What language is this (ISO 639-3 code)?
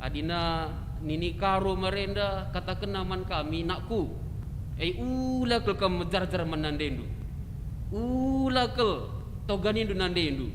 btx